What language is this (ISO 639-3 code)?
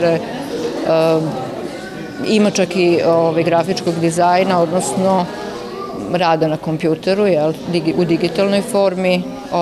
srp